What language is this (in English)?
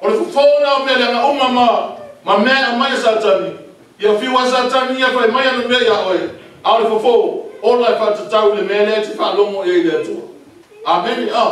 Samoan